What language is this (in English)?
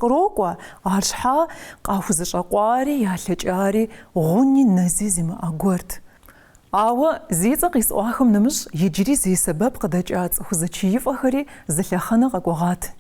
Kabardian